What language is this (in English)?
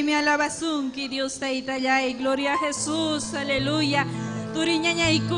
Ayacucho Quechua